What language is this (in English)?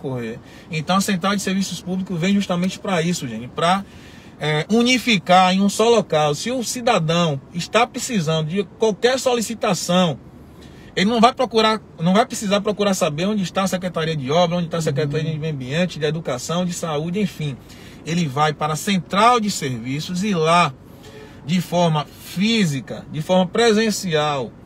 Portuguese